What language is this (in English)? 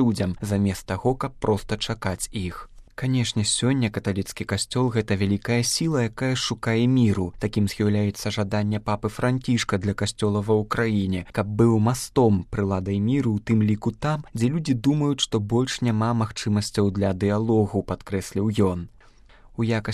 Belarusian